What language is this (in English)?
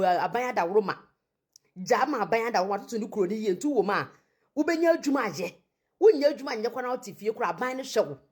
Akan